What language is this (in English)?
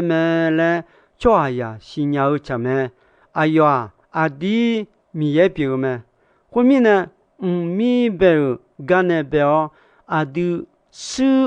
Akha